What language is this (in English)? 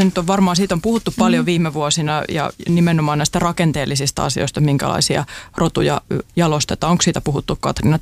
Finnish